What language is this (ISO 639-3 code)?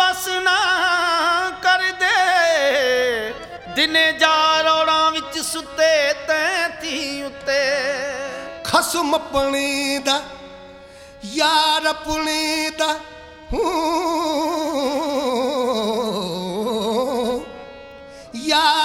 pan